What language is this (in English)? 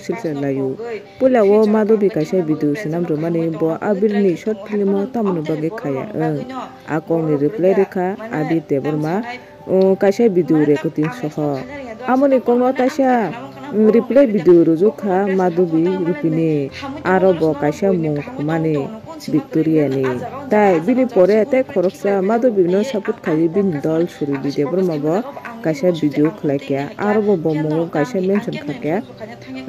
Kok Borok